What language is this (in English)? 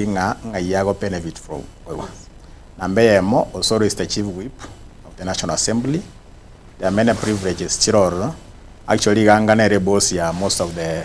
Gusii